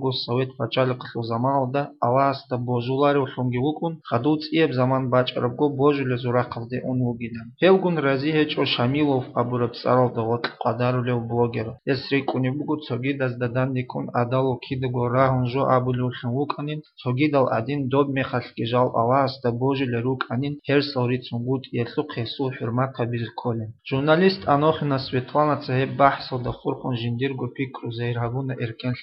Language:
Avaric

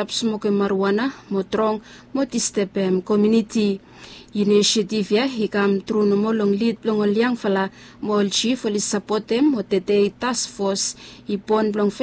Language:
Bislama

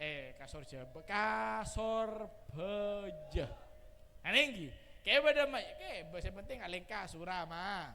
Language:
Madurese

